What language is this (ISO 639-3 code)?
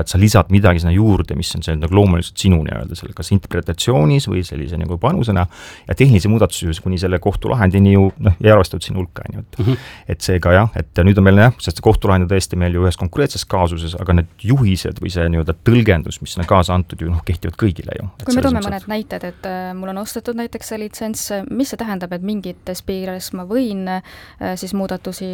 est